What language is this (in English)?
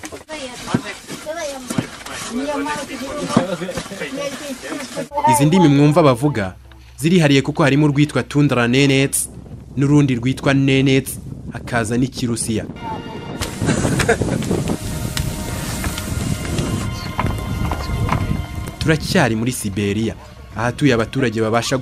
Kinyarwanda